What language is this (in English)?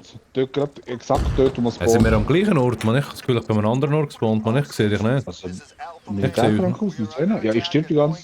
Swiss German